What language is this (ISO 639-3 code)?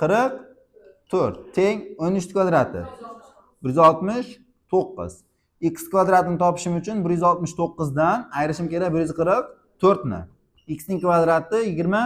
uzb